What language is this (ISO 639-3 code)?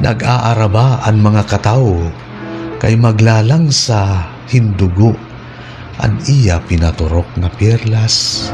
war